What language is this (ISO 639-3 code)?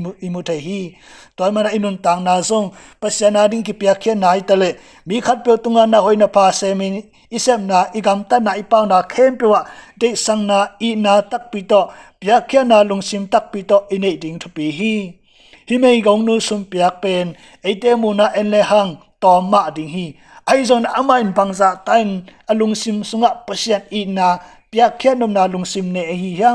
ctd